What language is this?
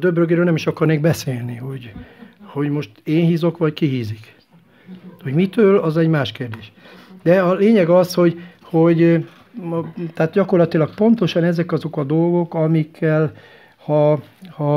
Hungarian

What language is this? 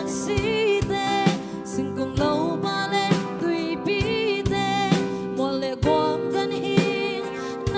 Tedim Chin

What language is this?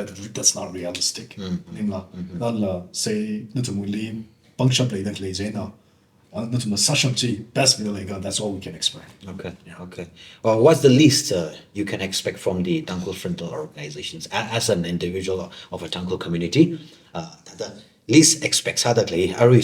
Tangkhul Naga (India)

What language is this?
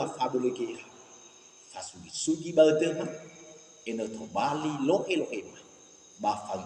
Nias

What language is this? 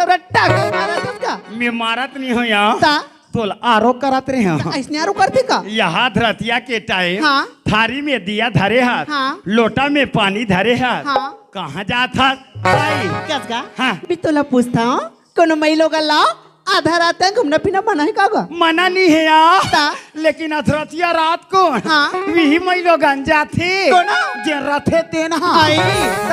Chhattisgarhi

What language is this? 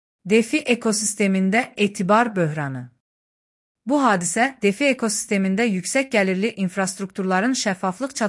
Azerbaijani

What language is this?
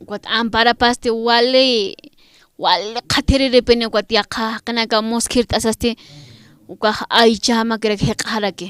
Aymara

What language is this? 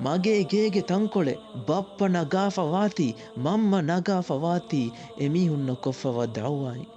Divehi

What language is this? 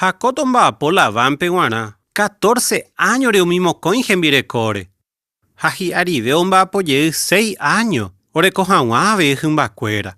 Guarani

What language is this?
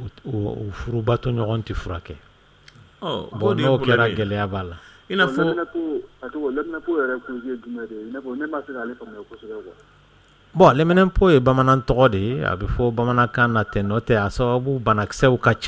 Dyula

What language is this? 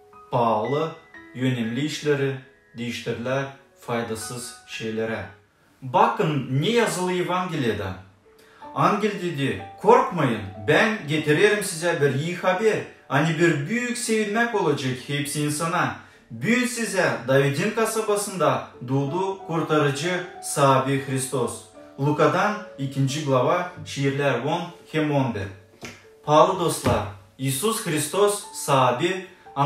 Gagauz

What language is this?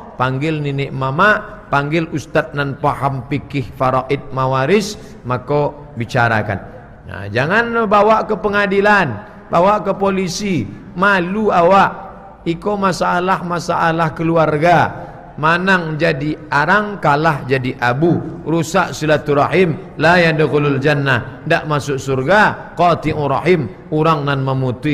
Minangkabau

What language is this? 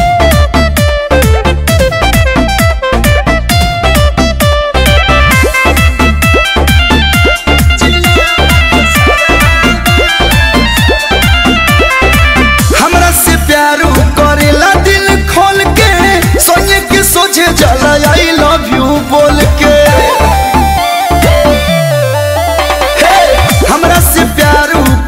Bhojpuri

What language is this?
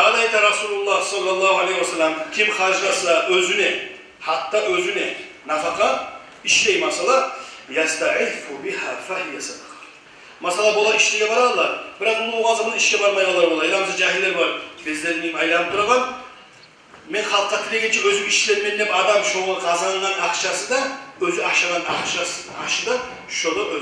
Kumyk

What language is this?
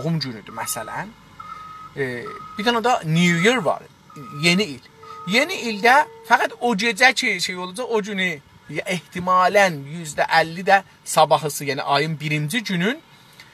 South Azerbaijani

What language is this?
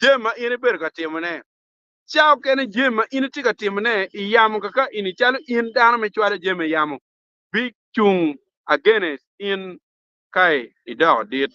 Acoli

